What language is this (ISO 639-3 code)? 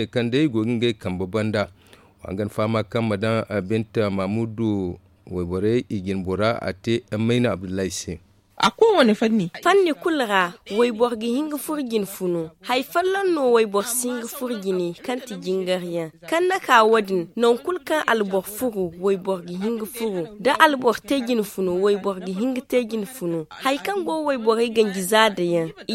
dje